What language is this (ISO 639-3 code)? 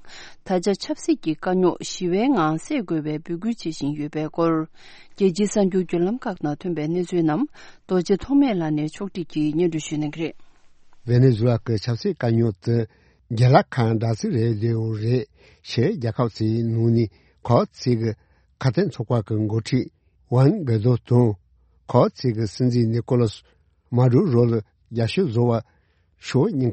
bod